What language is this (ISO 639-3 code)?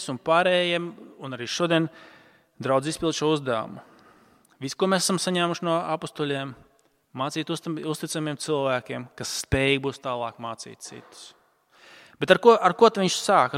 lav